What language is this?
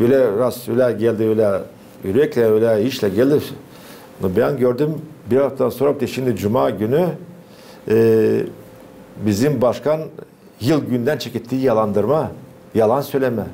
Gagauz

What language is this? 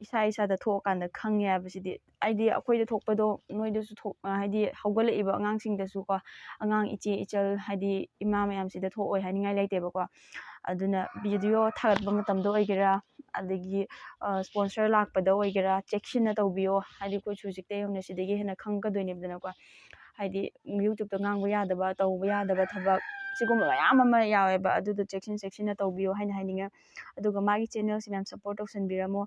Manipuri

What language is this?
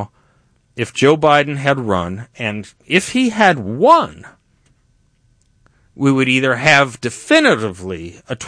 English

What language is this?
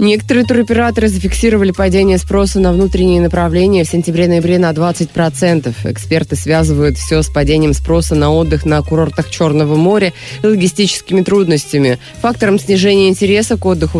Russian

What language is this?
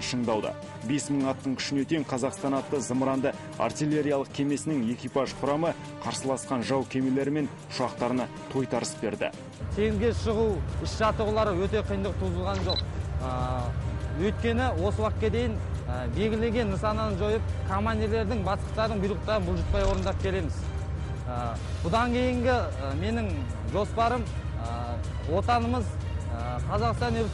Kazakh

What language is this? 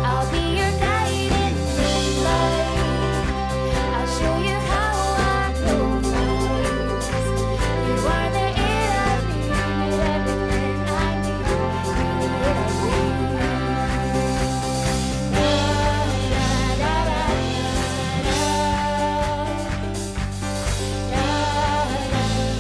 English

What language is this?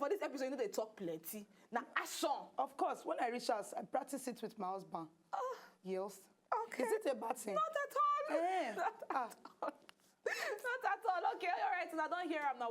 Nigerian Pidgin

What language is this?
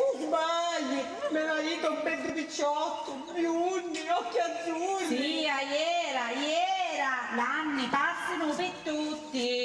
Sicilian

